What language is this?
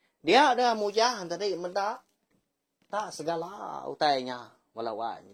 Iban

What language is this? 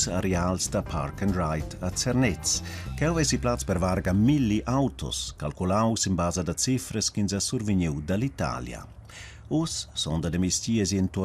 Romansh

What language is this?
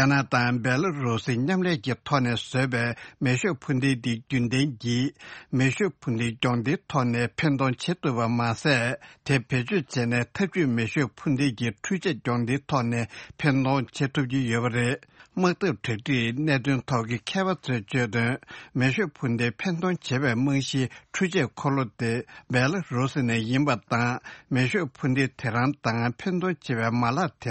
Tibetan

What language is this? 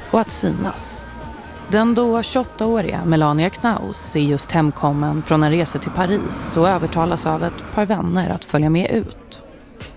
Swedish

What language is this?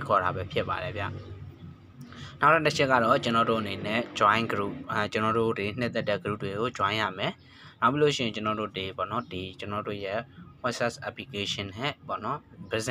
Burmese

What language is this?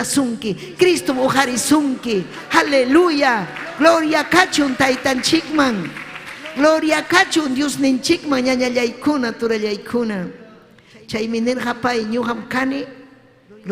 Ayacucho Quechua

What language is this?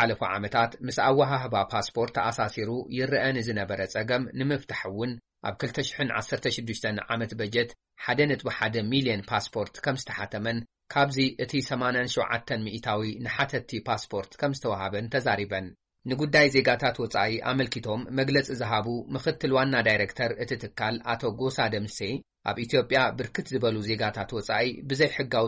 Tigrinya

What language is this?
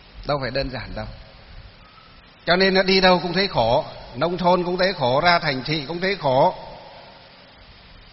Vietnamese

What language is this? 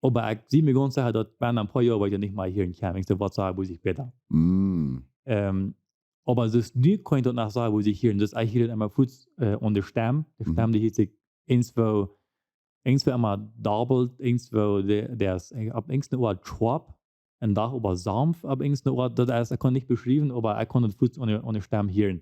Plautdietsch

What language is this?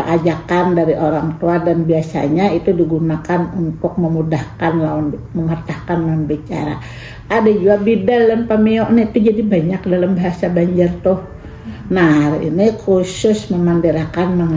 Banjar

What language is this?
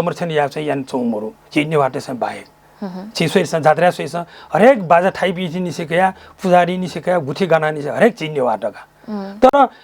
Newari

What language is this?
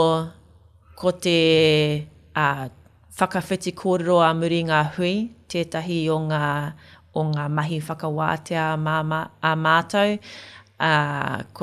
Māori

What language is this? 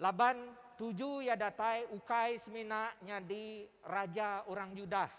Iban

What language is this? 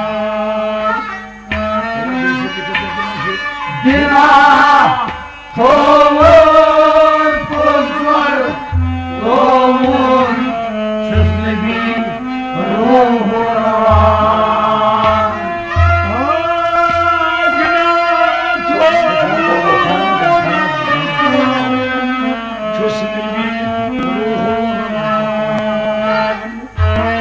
Kashmiri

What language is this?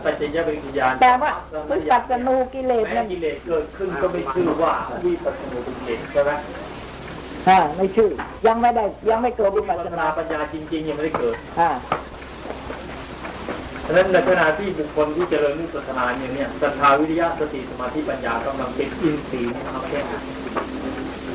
Thai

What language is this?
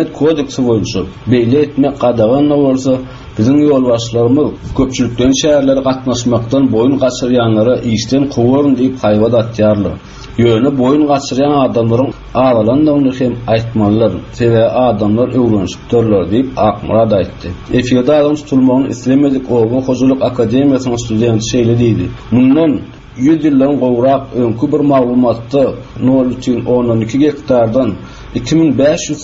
Turkmen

